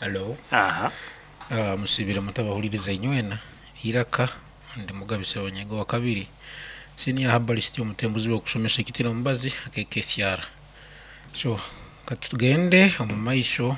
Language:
Nyoro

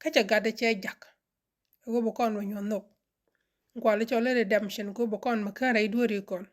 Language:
Nuer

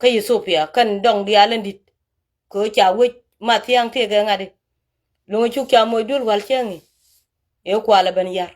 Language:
Nuer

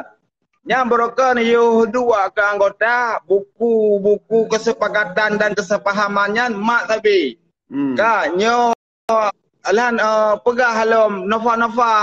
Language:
Achinese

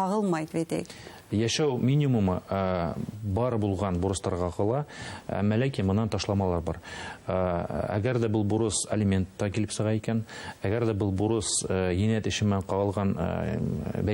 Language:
Bashkir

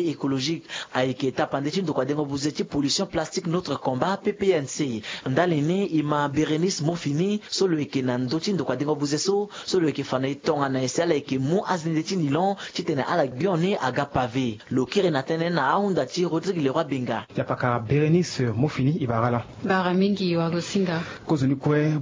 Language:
Sango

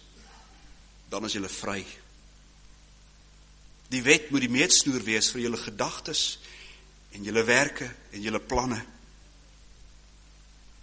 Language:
Afrikaans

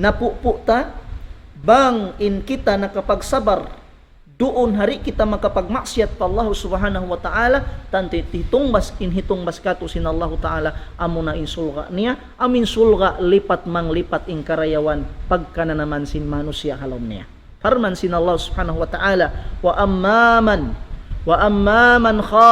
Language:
Tausug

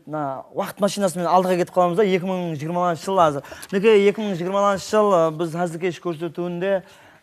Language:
Kara-Kalpak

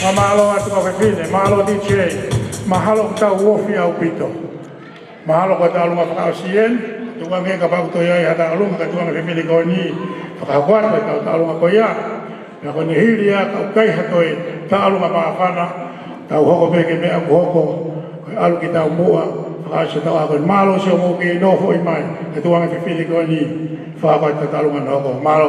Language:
Tongan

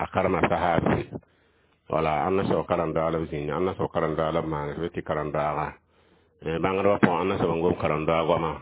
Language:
Mossi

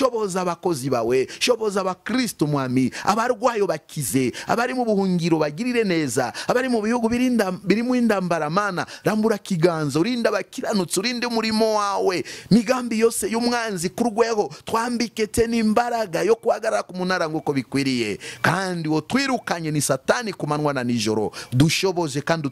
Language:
Kinyarwanda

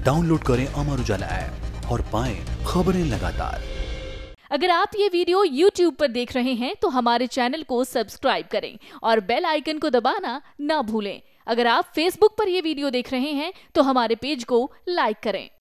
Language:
Hindi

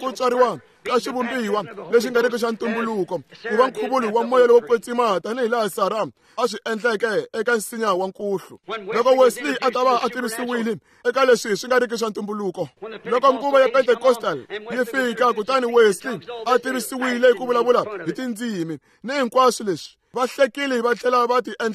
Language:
Tsonga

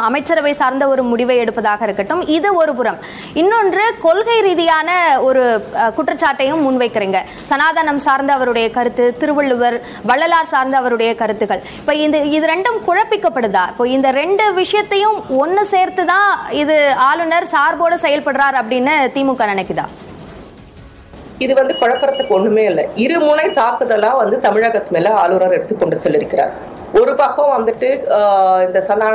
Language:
Tamil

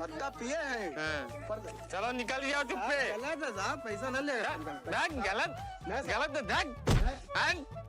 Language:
Awadhi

